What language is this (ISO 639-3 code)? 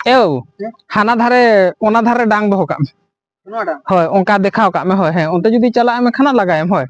sat